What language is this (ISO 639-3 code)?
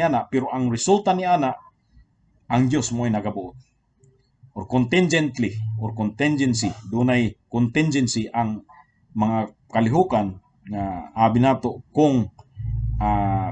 ceb